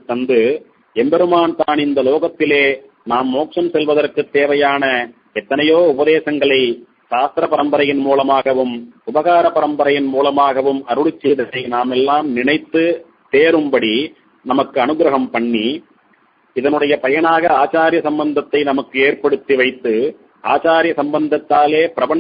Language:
Tamil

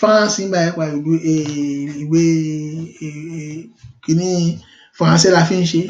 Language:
Yoruba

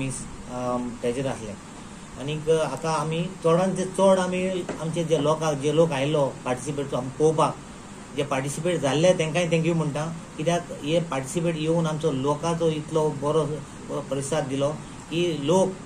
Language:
Konkani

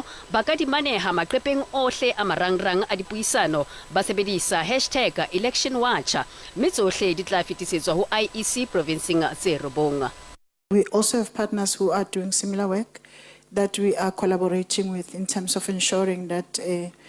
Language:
Southern Sotho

